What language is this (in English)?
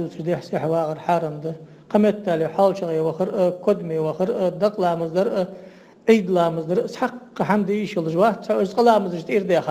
Ingush